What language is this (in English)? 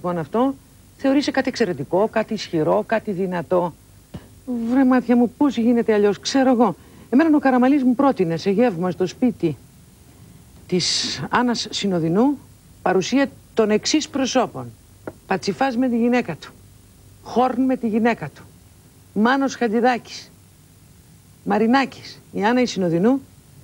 Greek